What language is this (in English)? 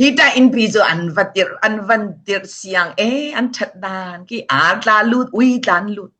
Falam Chin